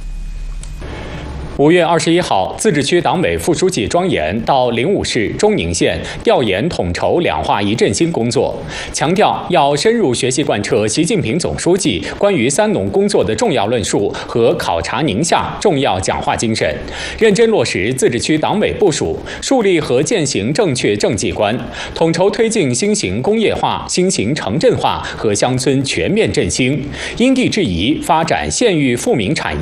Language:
Chinese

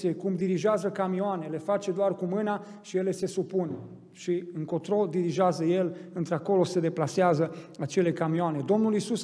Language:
Romanian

